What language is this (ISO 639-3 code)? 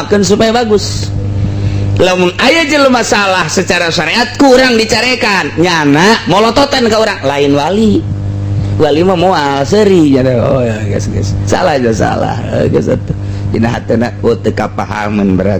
sun